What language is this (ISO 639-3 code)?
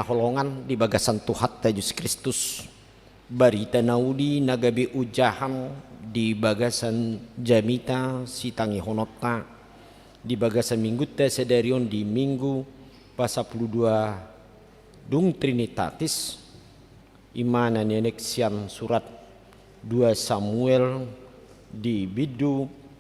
bbc